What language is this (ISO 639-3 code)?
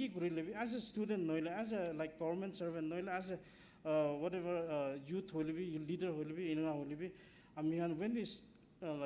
nag